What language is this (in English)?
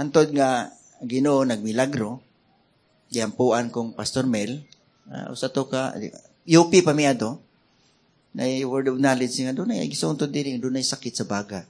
Cebuano